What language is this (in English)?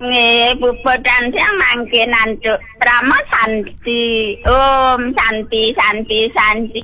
Balinese